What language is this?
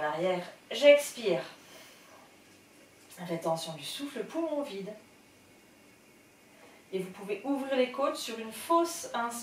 French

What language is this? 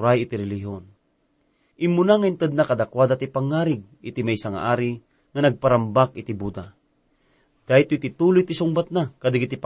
Iloko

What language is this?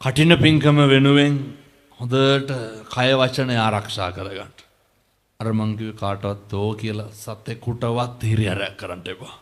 Sinhala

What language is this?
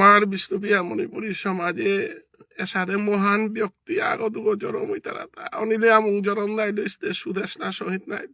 Bishnupriya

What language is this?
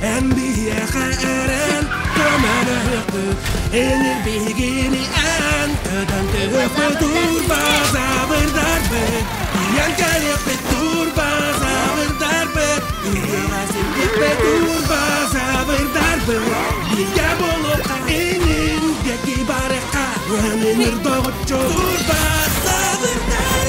Yakut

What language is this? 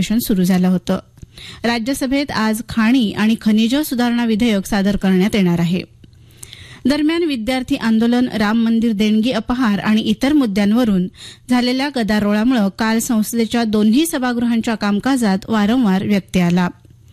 Marathi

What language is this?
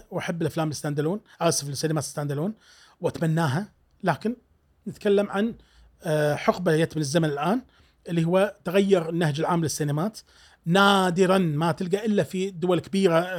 Gulf Arabic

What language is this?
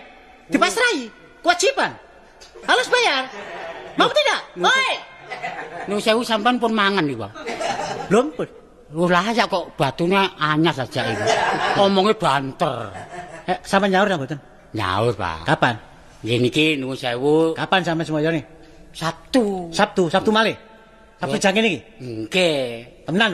Javanese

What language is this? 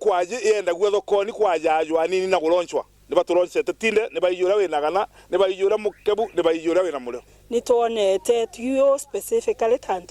Meru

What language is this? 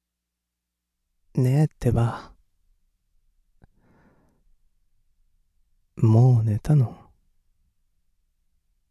Japanese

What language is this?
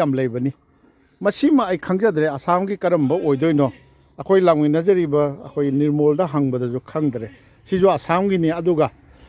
Manipuri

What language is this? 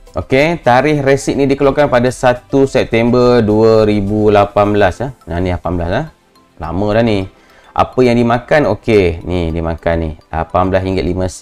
Malay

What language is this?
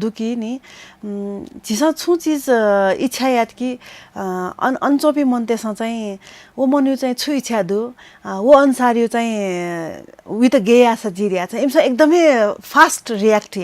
Newari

